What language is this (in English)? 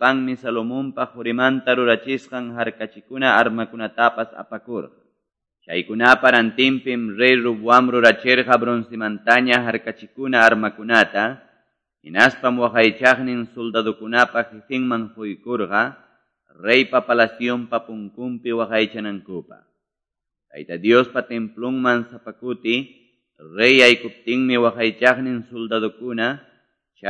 Quechua